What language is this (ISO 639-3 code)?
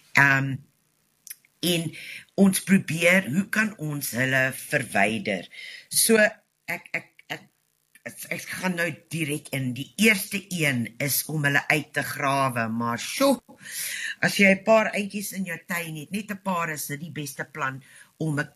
afr